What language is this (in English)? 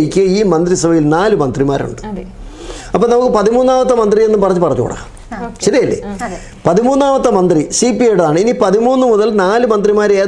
Malayalam